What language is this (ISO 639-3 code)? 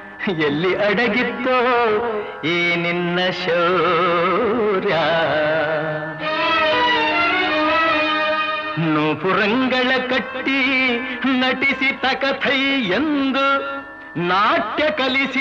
kan